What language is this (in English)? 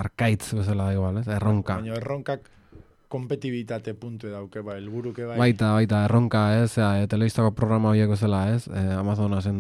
Basque